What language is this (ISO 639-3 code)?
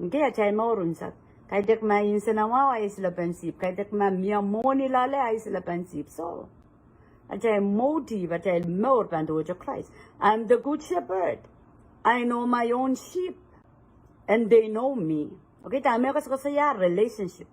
pon